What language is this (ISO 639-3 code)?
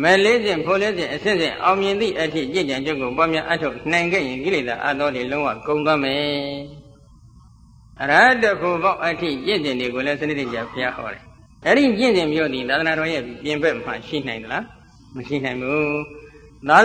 mya